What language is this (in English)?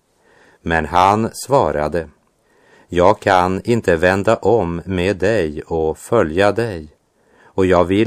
Swedish